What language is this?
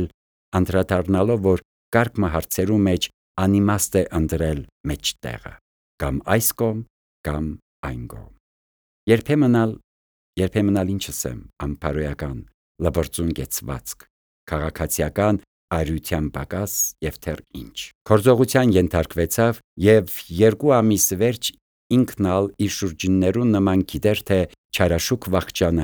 Armenian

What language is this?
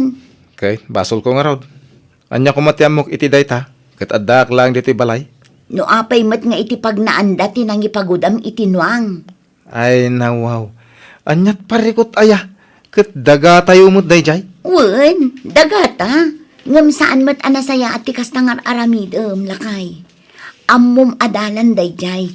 Iloko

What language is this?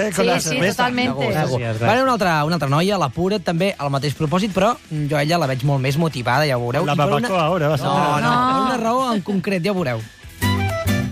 Catalan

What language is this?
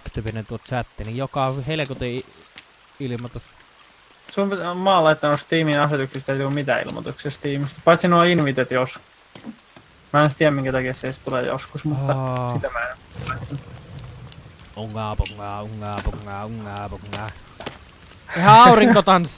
Finnish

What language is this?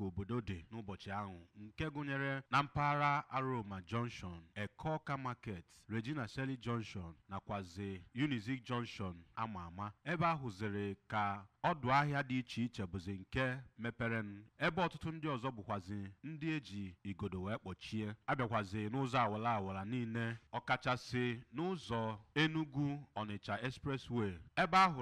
Igbo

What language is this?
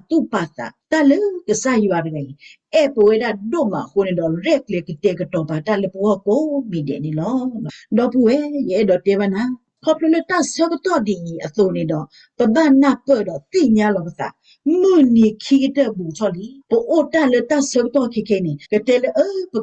S'gaw Karen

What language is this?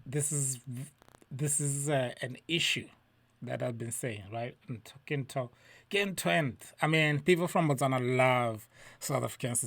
Tswana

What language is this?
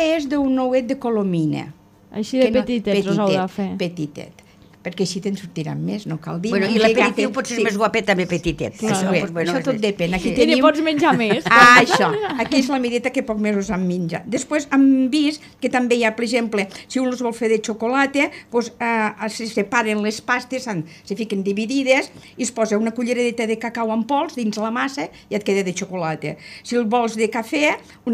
Catalan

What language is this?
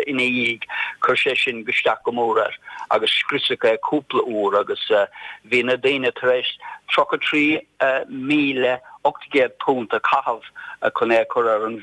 Irish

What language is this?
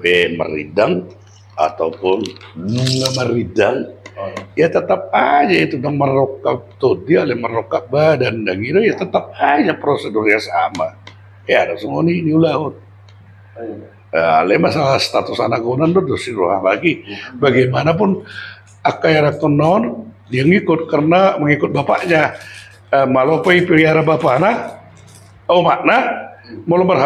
Batak Toba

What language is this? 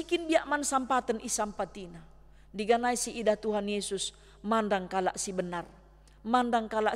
Batak Karo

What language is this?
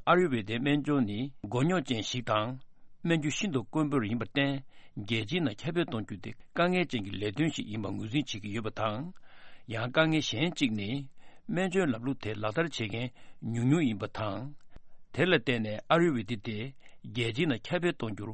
Tibetan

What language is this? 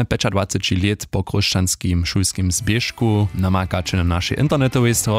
Upper Sorbian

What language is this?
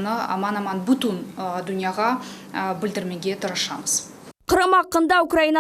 Crimean Tatar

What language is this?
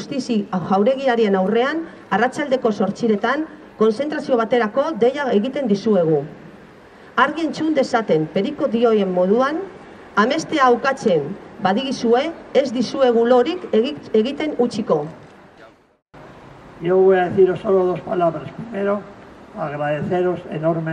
Basque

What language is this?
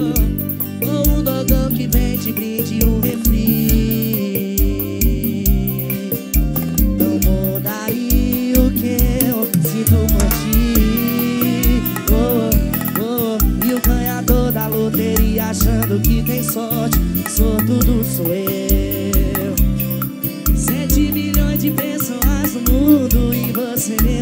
Portuguese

